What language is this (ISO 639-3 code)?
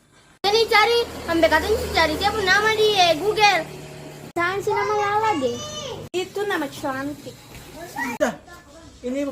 abs